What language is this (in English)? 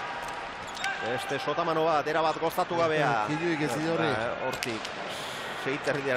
Basque